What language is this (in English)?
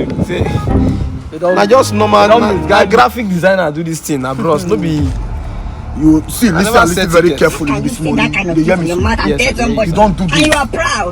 Nigerian Pidgin